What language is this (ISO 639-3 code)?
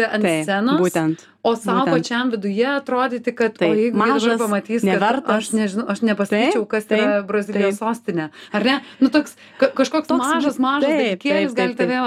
lit